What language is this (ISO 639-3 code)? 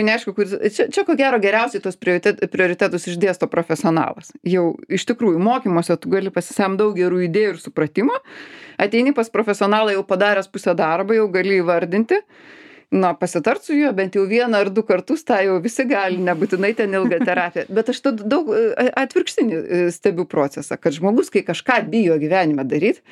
lit